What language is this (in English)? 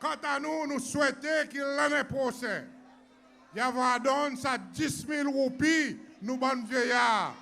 Seselwa Creole French